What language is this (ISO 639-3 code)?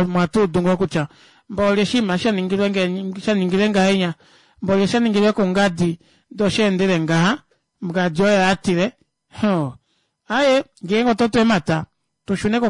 kua